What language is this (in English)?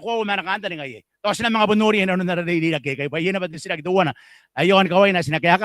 Gilbertese